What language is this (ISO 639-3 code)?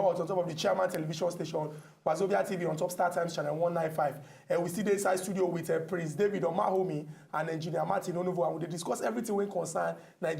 pcm